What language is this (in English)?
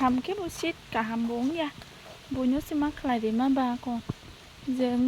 Kok Borok